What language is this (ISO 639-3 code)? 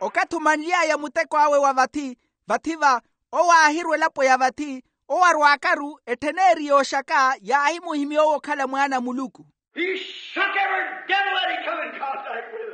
vmw